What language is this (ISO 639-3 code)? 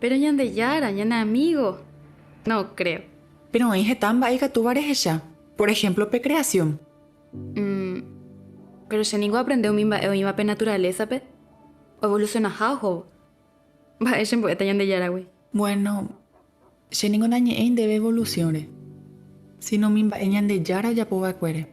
grn